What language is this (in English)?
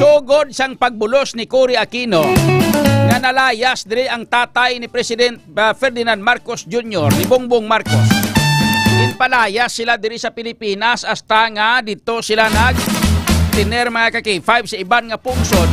Hiligaynon